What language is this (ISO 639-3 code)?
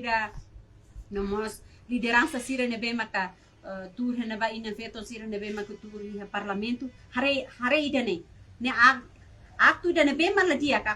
tet